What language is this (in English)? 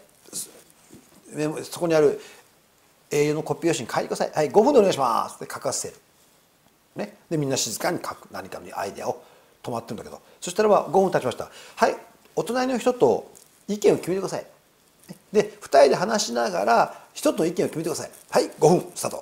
Japanese